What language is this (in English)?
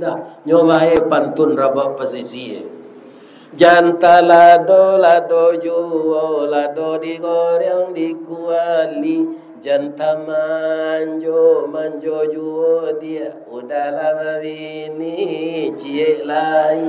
Minangkabau